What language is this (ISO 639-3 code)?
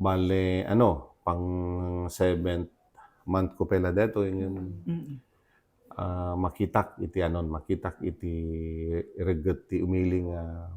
ilo